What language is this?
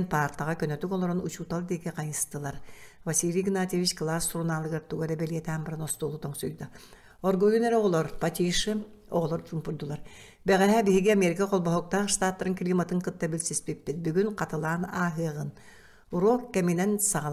Yakut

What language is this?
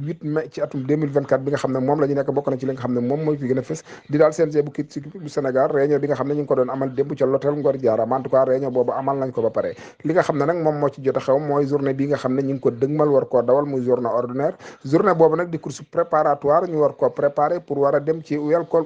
Wolof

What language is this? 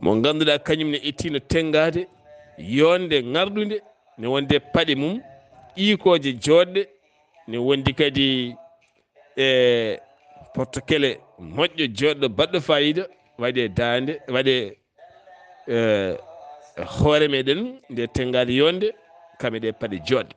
Fula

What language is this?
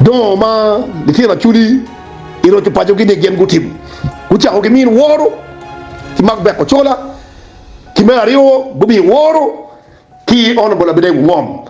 Acoli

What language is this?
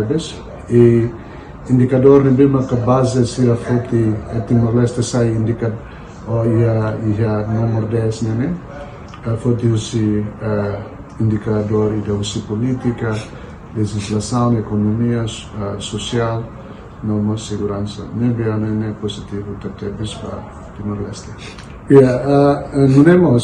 Tetum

